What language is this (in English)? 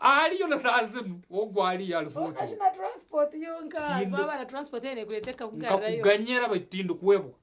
Nyankole